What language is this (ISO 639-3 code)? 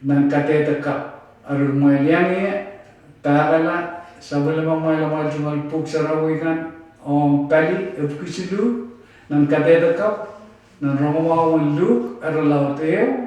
pon